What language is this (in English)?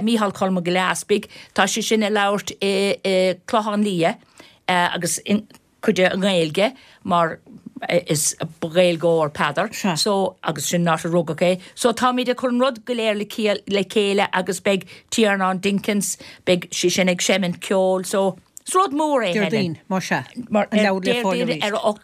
Irish